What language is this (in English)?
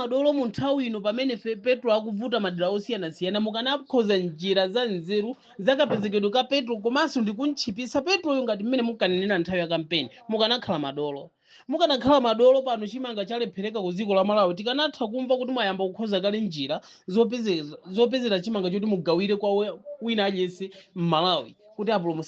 Nyanja